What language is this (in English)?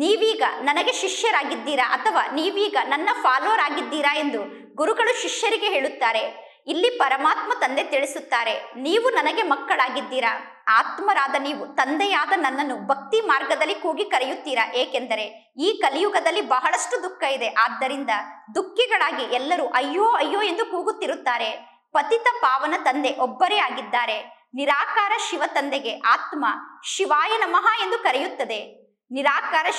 Kannada